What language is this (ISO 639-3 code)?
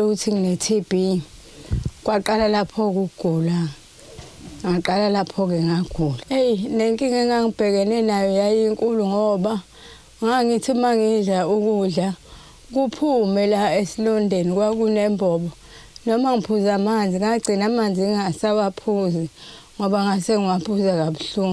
zul